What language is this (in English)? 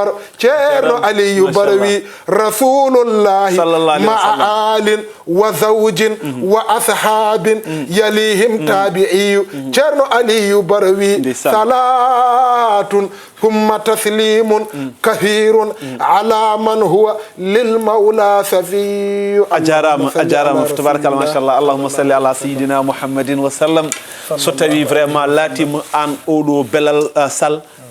Fula